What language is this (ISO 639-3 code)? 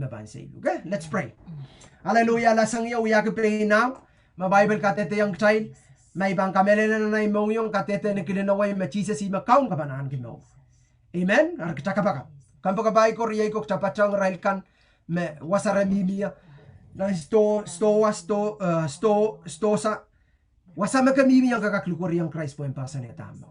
pon